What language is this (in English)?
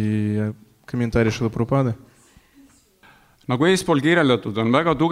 Estonian